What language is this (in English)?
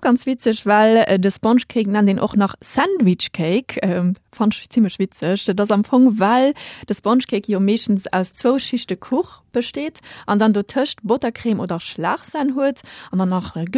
Luxembourgish